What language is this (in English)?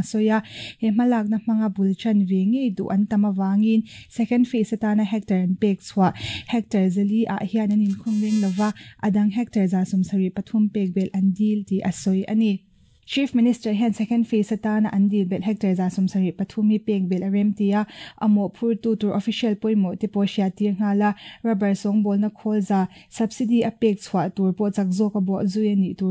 Mizo